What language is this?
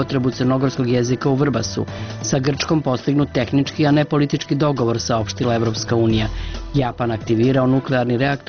Serbian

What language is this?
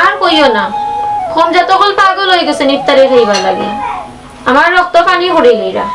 Sylheti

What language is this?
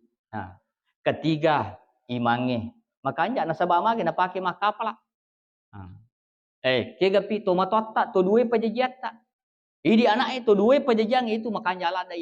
Buginese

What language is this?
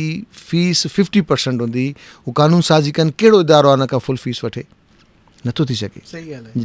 Sindhi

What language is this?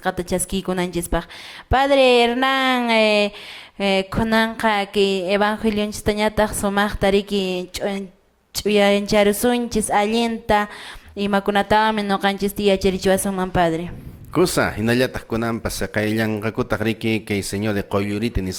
Quechua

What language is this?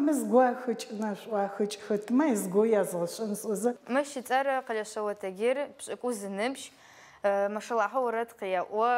Adyghe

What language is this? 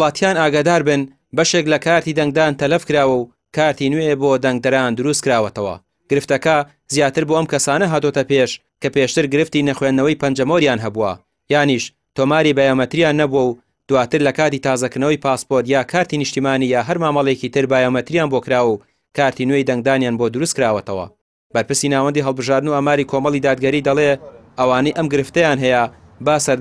Central Kurdish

